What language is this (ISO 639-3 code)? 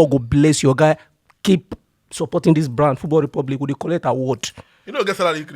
pcm